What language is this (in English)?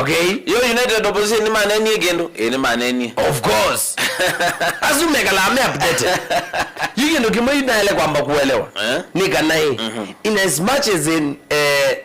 Kamba